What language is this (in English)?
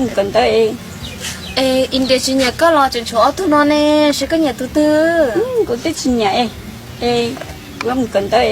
Hmong